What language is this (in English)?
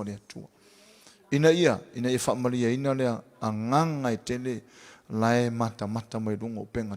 Samoan